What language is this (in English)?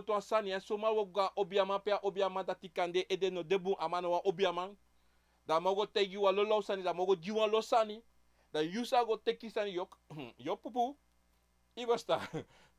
Sranan Tongo